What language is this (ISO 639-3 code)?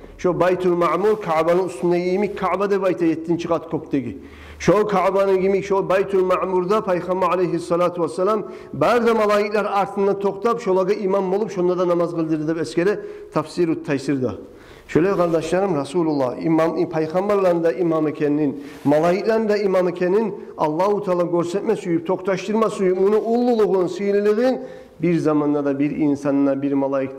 kum